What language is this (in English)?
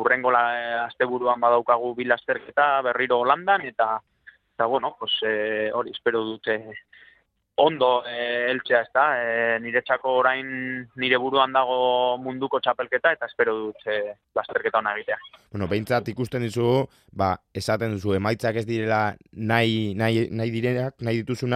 Basque